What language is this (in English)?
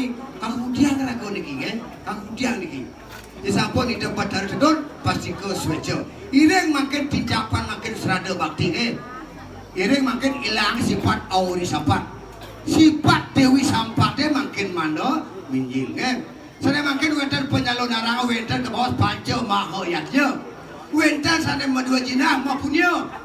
Balinese